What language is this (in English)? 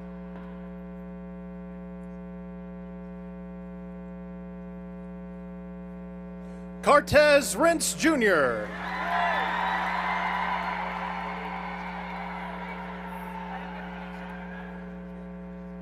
English